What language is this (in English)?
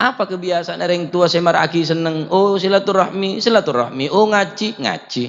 Madurese